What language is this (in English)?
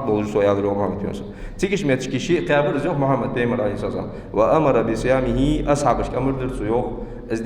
Ingush